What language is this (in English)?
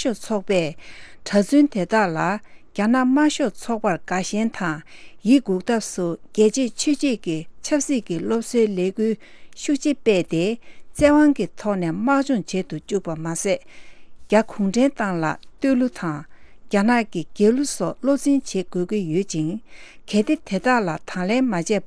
Tibetan